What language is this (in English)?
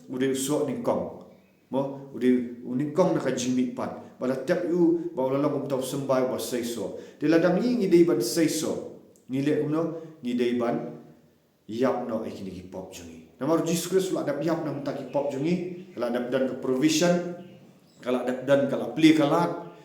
Khasi